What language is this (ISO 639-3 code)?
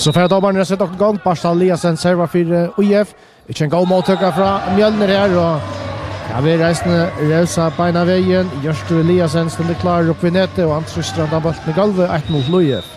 fao